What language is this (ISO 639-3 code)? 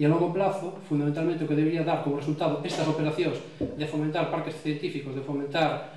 glg